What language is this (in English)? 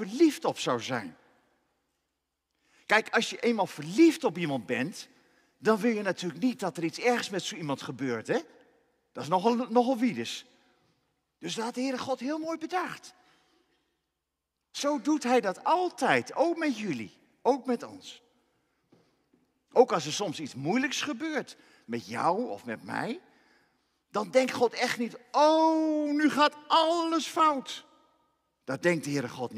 Dutch